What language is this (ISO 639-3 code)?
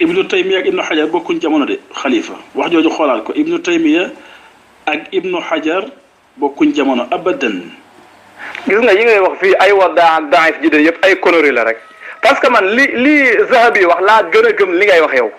wol